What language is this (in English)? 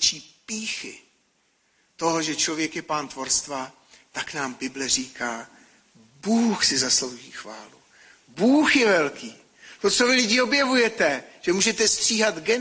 Czech